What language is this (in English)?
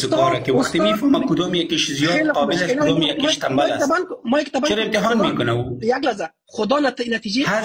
Persian